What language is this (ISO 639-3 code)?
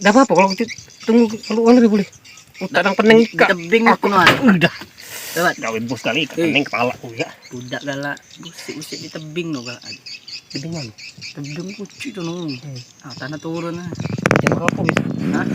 mui